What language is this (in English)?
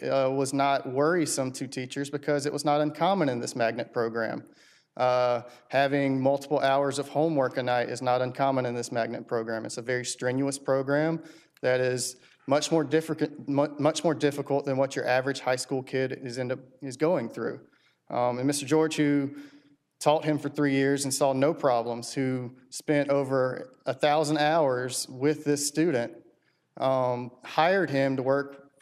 English